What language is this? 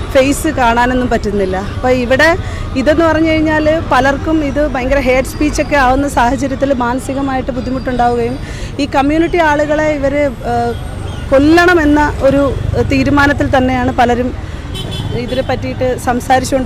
Malayalam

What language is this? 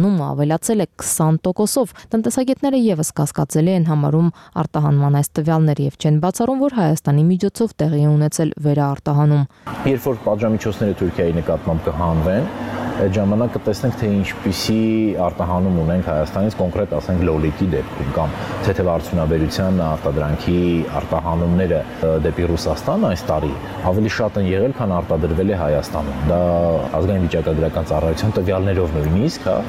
Armenian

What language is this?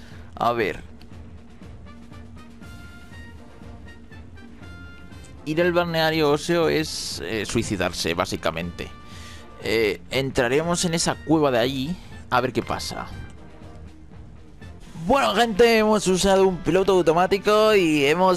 Spanish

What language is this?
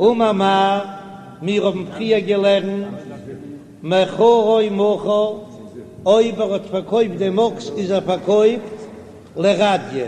Yiddish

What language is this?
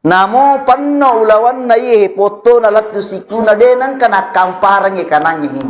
Buginese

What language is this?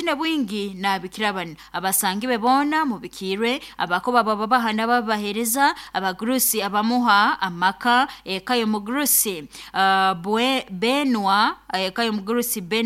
Nyankole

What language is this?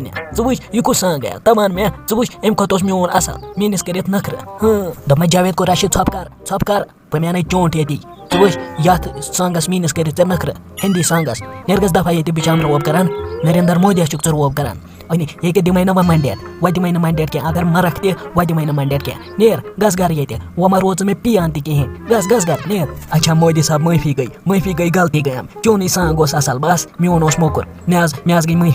Kashmiri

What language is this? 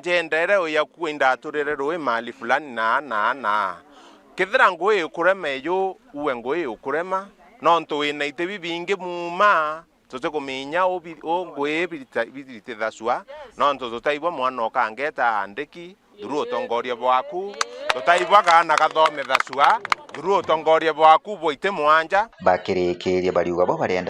Meru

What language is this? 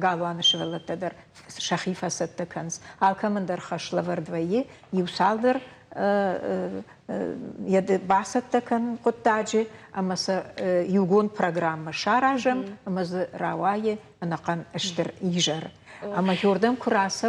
Ossetic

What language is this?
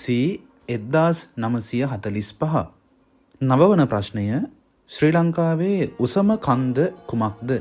Sinhala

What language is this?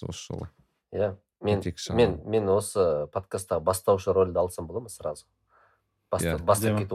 Kazakh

